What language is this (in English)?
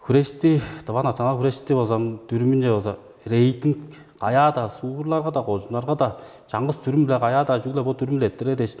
Tuvinian